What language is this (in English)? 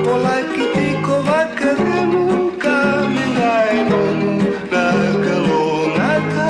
Fijian